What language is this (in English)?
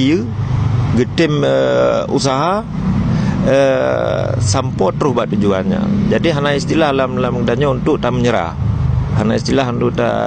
Achinese